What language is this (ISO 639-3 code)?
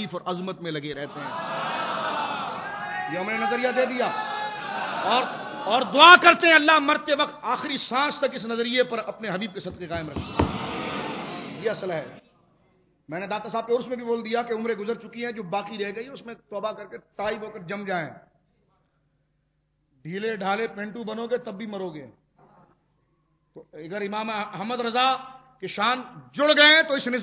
urd